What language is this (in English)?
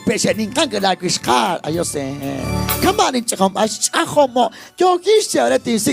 Kekchí